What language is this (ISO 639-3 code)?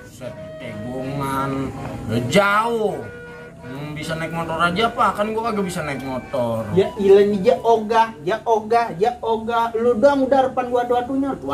bew